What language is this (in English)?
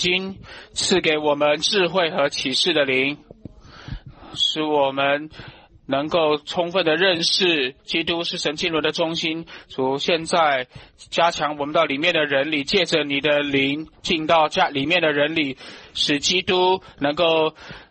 Chinese